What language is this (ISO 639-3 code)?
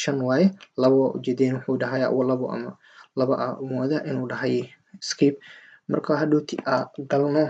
som